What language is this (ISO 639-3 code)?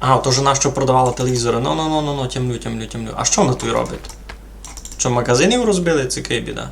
rue